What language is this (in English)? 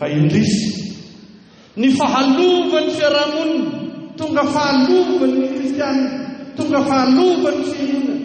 Malagasy